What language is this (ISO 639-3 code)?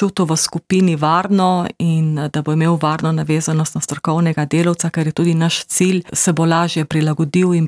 slv